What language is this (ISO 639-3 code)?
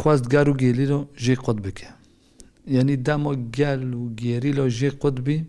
kur